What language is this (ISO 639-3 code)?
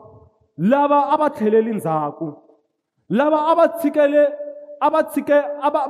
tso